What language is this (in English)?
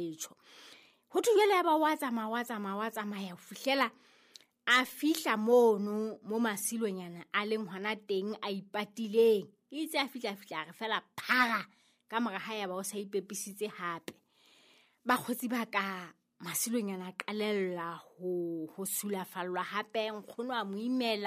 Southern Sotho